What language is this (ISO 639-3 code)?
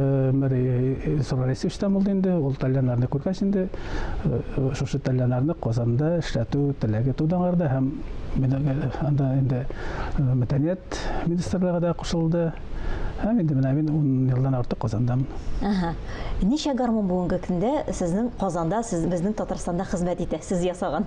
tat